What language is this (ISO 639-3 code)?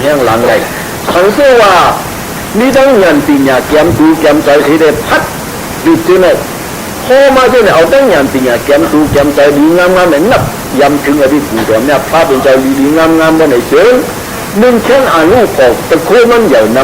shn